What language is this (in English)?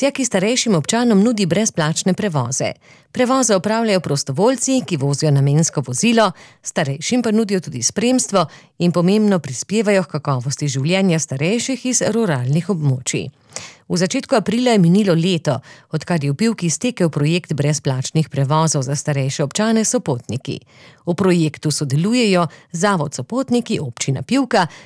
Slovenian